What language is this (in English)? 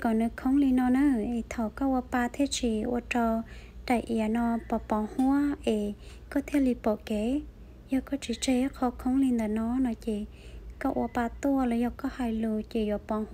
Hmong